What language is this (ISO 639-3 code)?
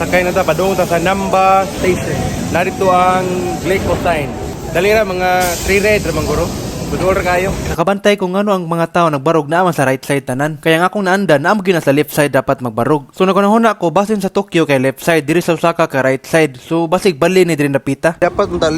ceb